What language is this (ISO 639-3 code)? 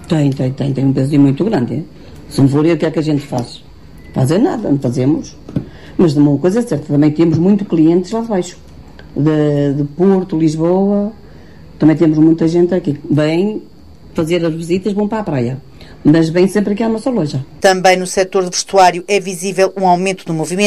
por